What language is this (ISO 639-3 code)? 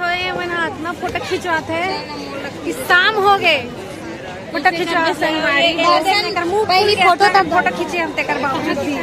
hne